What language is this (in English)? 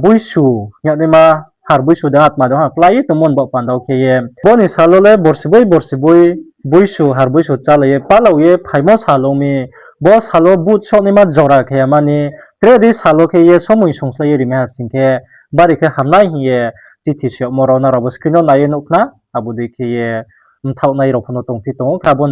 Riang (India)